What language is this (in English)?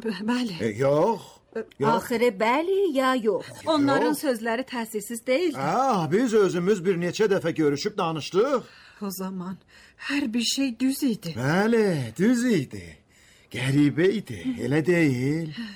Azerbaijani